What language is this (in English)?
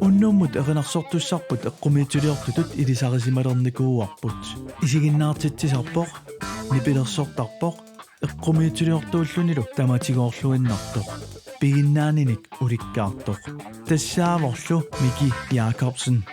Kalaallisut